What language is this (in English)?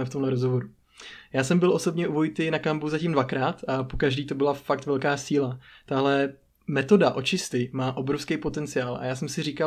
Czech